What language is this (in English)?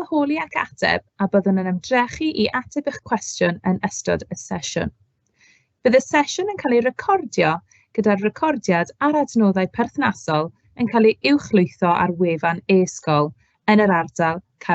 Welsh